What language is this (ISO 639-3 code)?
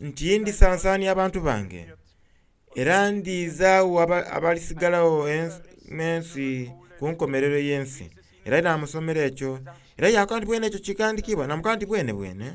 xog